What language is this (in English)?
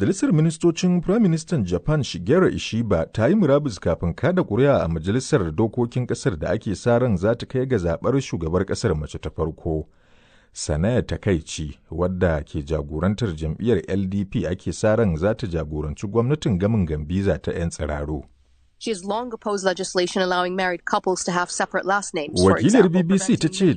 Hausa